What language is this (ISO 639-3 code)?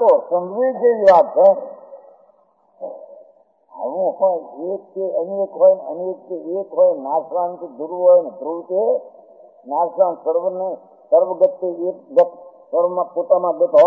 guj